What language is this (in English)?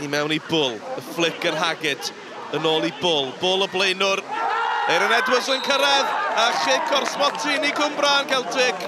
Welsh